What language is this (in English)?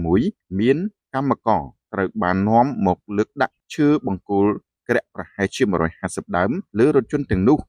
Khmer